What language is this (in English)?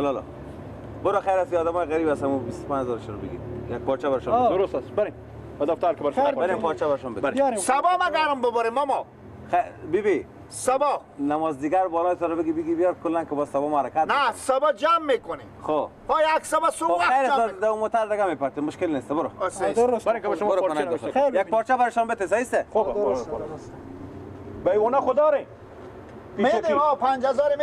Persian